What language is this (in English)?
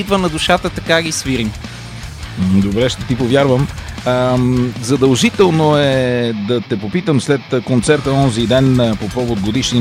Bulgarian